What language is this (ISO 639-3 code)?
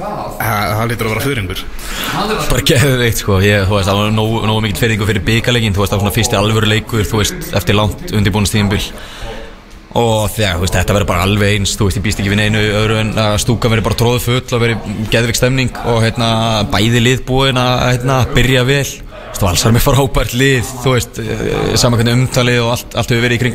isl